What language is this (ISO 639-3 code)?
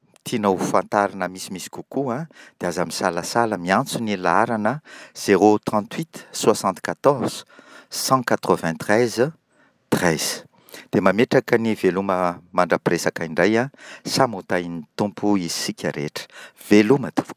mlg